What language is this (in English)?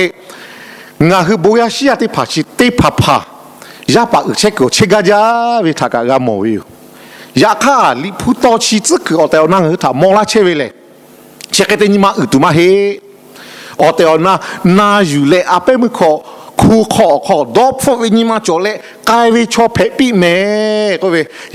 Lahu